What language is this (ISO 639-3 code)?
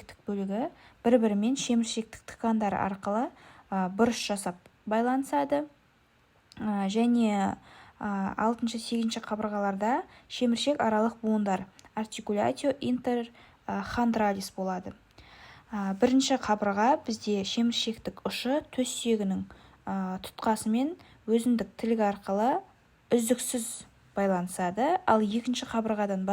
kaz